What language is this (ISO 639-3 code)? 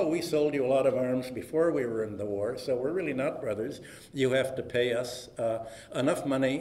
eng